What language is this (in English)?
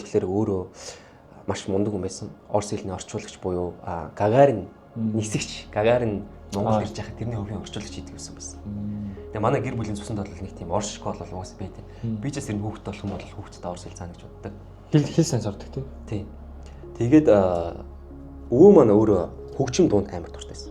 Mongolian